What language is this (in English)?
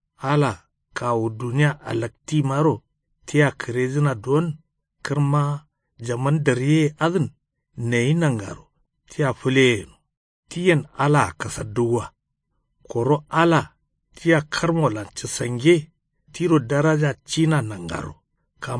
Kanuri